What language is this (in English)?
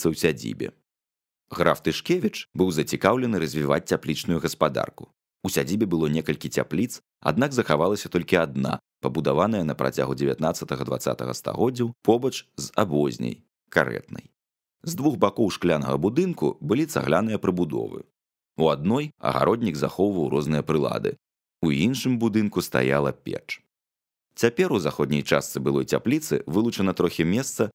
Belarusian